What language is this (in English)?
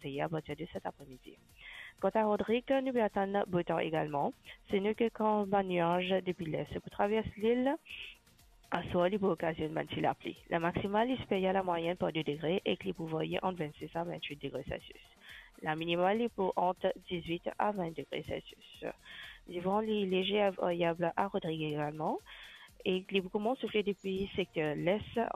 Morisyen